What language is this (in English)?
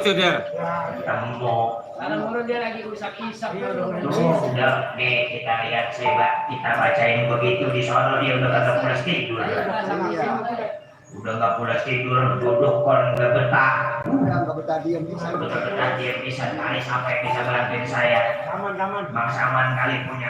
Betawi